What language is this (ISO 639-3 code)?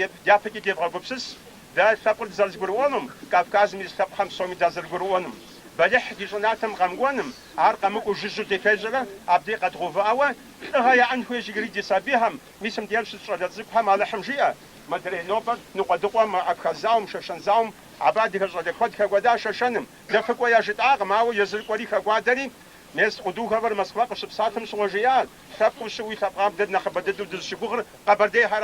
kbd